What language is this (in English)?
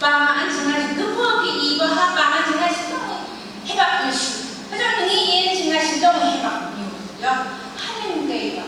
Phom Naga